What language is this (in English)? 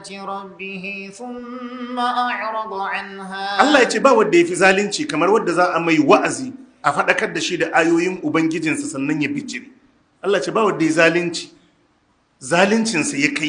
Hausa